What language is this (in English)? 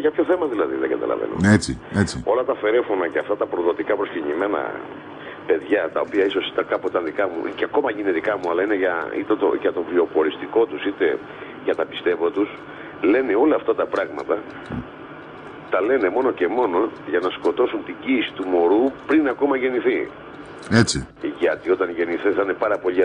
Greek